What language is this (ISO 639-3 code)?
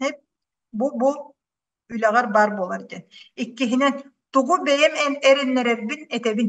sah